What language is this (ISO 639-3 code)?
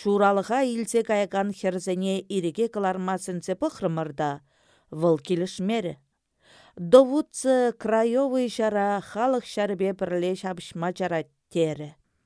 chv